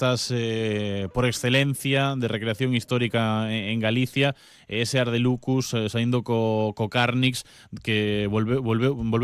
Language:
Galician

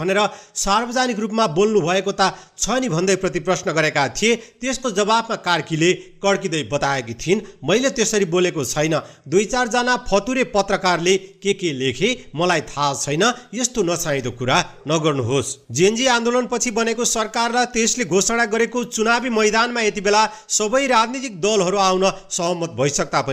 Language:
Nepali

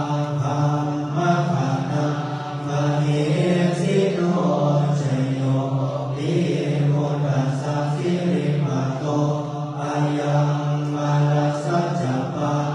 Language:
Pali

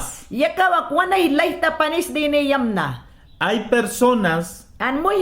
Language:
Mayangna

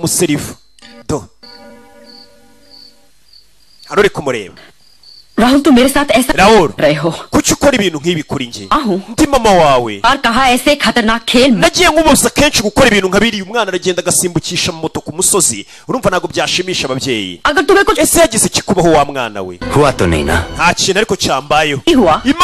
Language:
Kinyarwanda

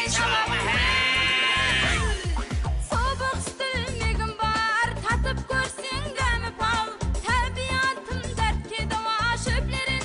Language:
Kara-Kalpak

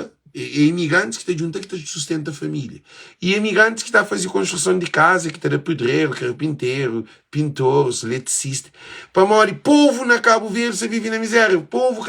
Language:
Kabuverdianu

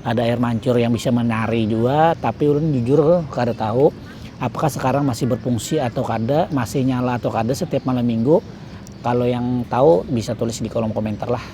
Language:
Banjar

